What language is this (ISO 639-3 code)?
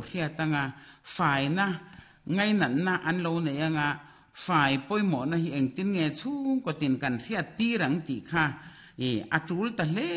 lus